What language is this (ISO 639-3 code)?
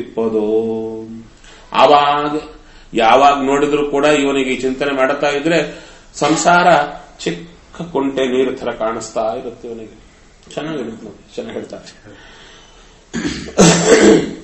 kan